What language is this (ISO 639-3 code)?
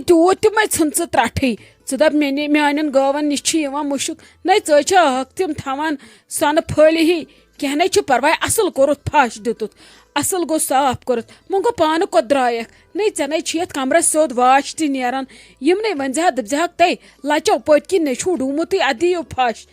kas